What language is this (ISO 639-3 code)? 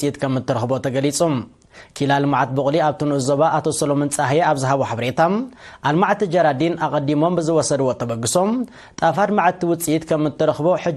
tir